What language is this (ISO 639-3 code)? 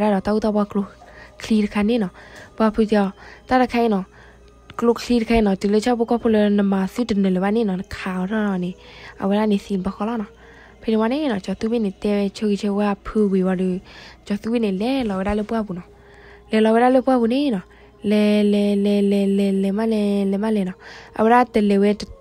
ksw